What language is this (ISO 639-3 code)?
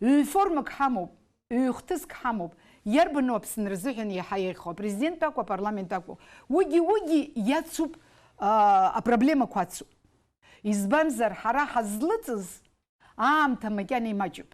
abk